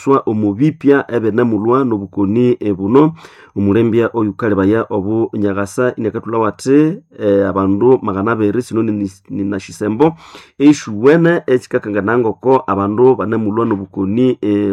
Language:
Nande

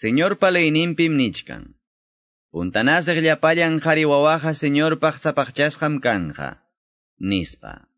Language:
Quechua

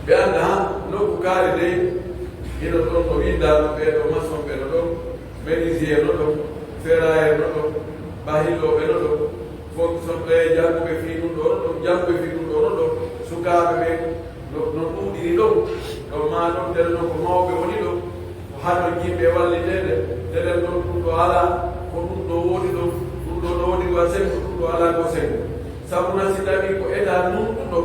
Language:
Pular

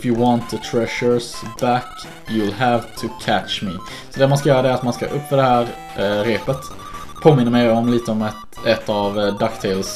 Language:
Swedish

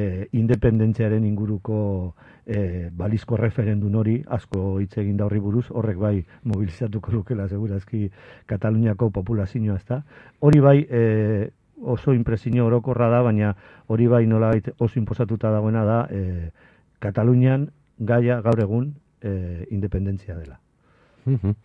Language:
Basque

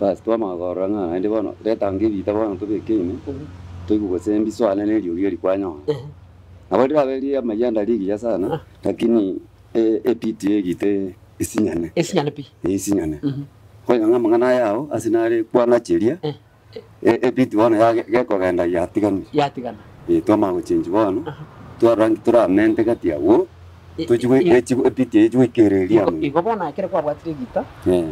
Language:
Gusii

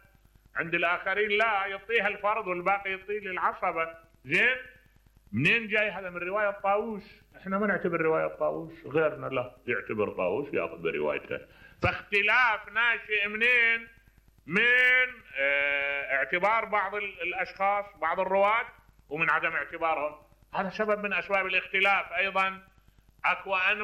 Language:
Mesopotamian Arabic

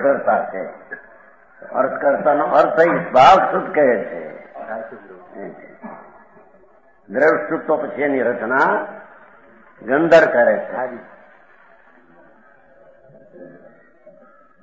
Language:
Gujarati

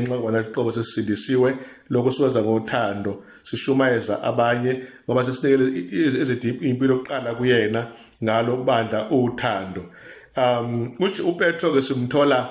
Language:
Zulu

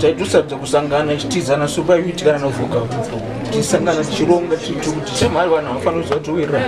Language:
Shona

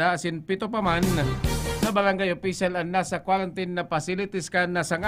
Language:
Bikol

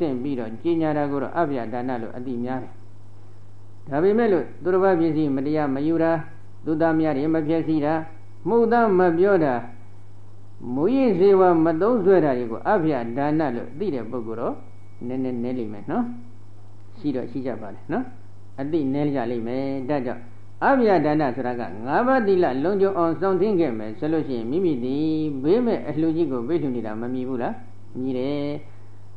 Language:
Burmese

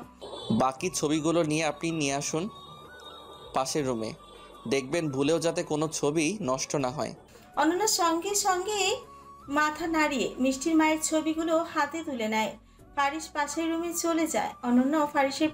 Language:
Bangla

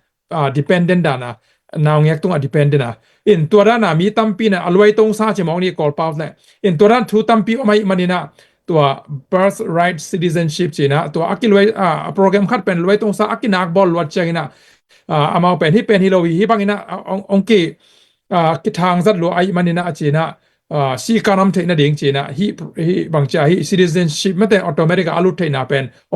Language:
Tedim Chin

